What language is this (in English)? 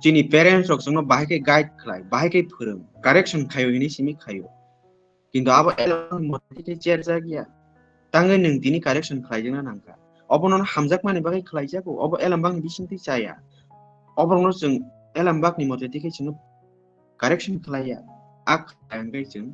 Kok Borok